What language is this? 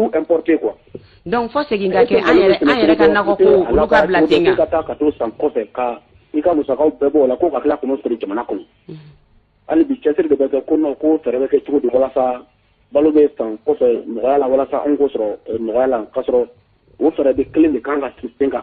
Bambara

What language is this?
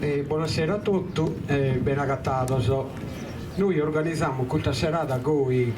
Sardinian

